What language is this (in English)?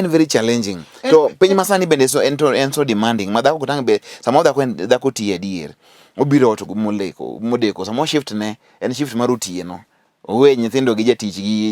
Luo (Kenya and Tanzania)